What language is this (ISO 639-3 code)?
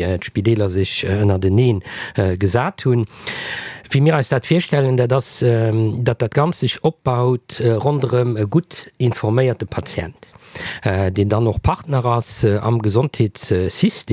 ltz